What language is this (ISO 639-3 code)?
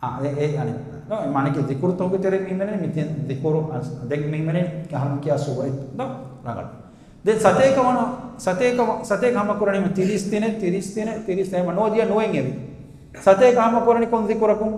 div